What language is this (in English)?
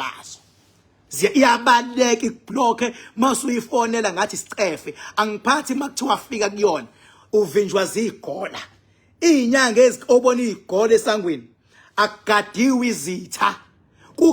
Zulu